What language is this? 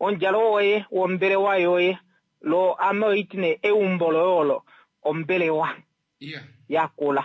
Kuanyama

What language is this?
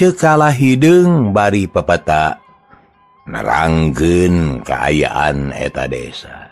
Sundanese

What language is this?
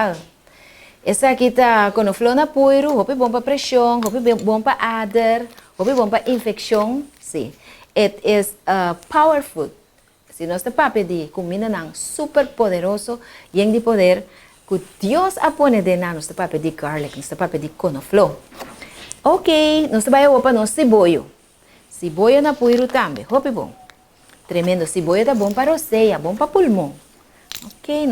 Papiamento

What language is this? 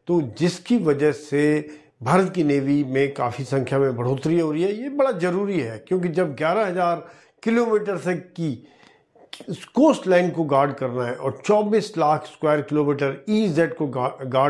Hindi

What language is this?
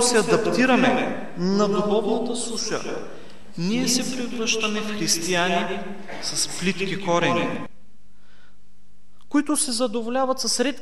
Bulgarian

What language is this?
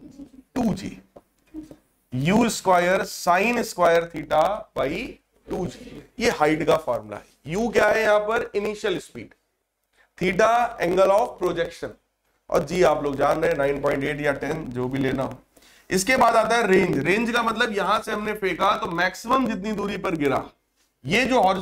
Hindi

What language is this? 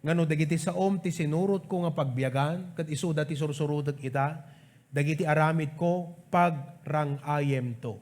Iloko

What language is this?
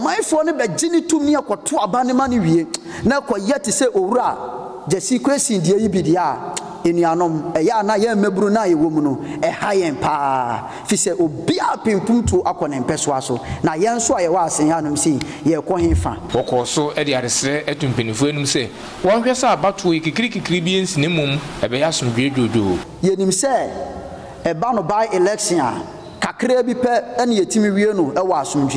Akan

